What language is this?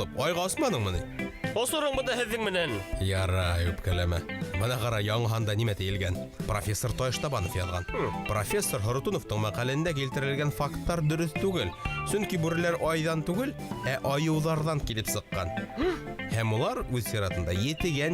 Bashkir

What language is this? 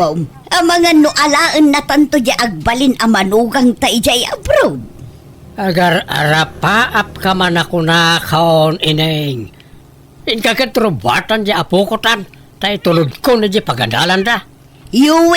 Iloko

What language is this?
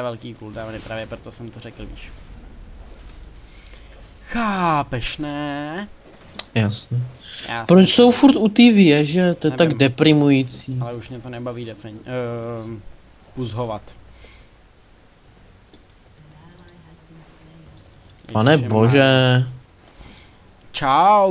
Czech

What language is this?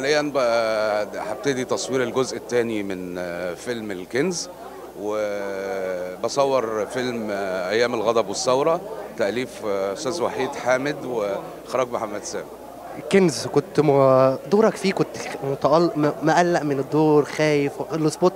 Egyptian Arabic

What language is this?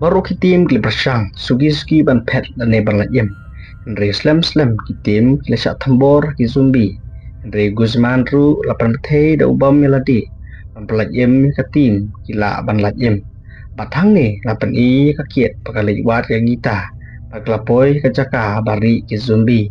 Khasi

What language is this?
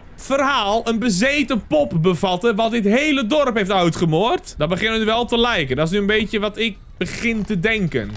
Dutch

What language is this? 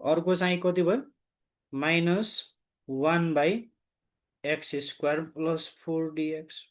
Nepali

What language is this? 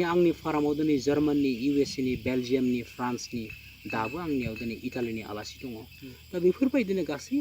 Bodo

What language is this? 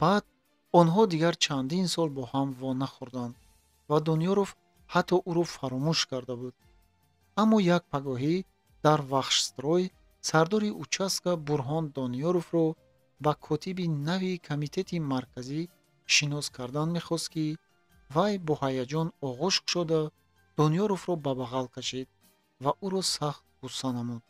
Tajik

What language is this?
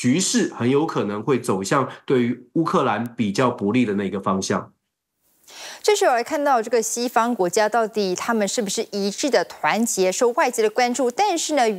Chinese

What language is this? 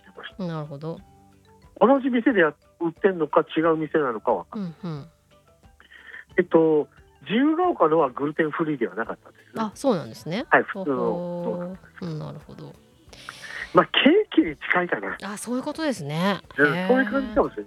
Japanese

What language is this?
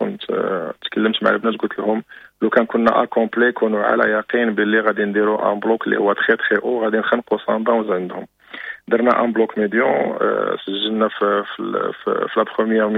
Moroccan Arabic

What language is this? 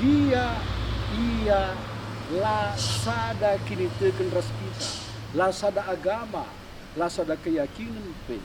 Batak Karo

